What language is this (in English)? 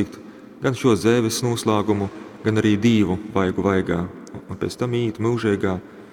Latgalian